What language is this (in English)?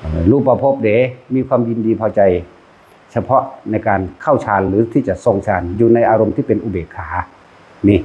Northeastern Thai